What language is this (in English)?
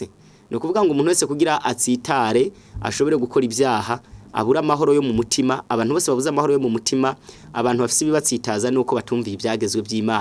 Rundi